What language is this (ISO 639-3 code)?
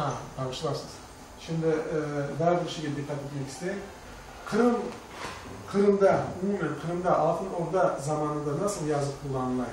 crh